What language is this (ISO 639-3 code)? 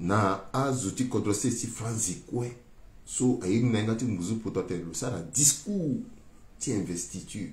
sag